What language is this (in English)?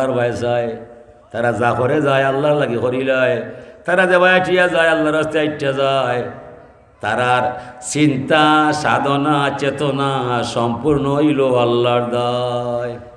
Sylheti